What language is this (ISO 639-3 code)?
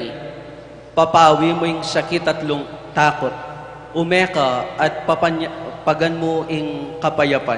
pam